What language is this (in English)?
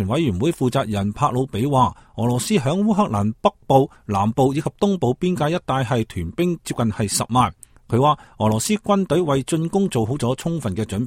Cantonese